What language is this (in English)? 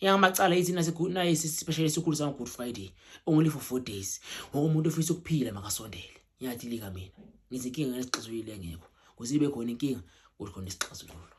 Zulu